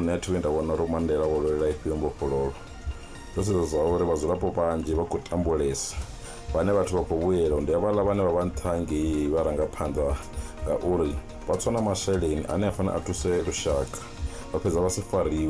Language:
Venda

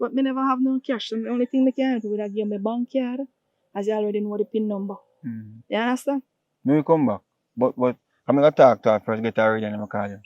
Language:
Jamaican Creole English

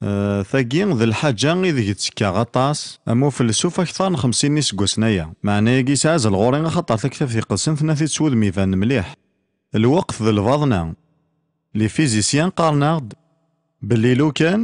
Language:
Kabyle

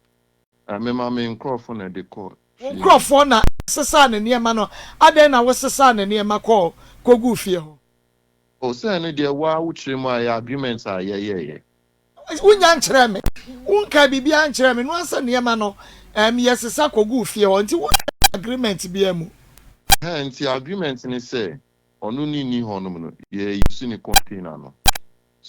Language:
Akan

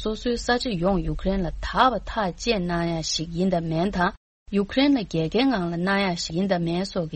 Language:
Tibetan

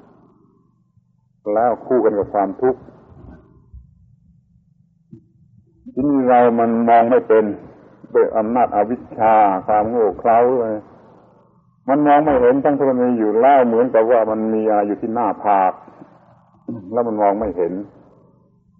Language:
Thai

